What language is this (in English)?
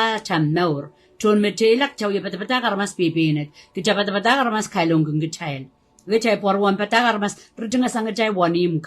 Pohnpeian